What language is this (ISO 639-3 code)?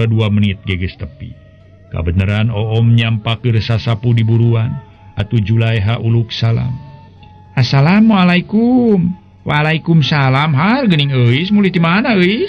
sun